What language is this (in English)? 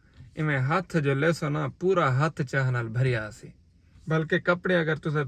Saraiki